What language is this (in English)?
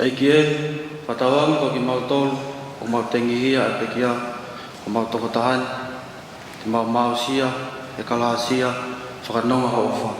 Tongan